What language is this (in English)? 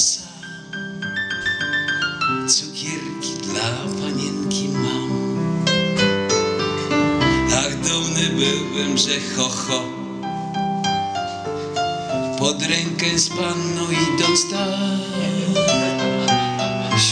Polish